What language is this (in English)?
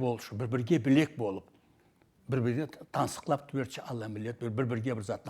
Karachay-Balkar